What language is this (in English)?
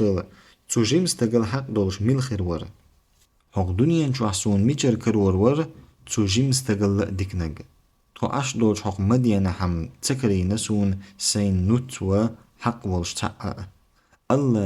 Chechen